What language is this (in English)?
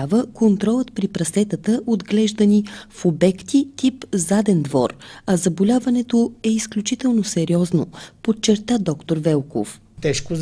Bulgarian